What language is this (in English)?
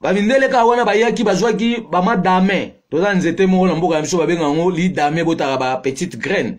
Lingala